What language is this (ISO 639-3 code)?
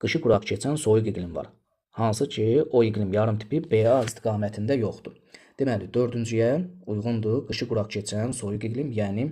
aze